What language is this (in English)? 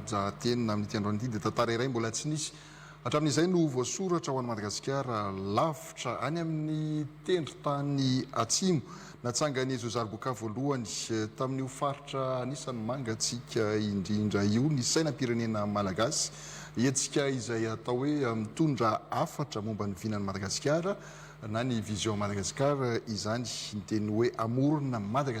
Malagasy